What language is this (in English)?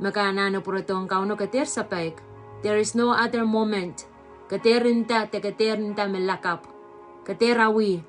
Pohnpeian